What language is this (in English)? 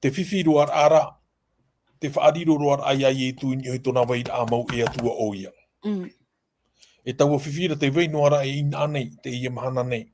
Tahitian